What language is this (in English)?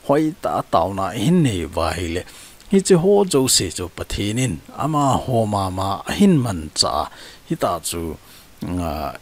Thado Chin